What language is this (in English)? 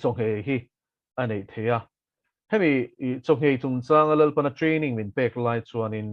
Mizo